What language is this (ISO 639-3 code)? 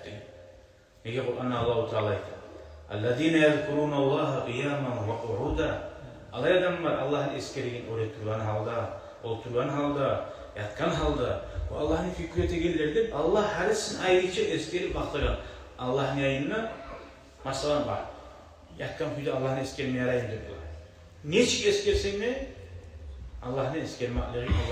kum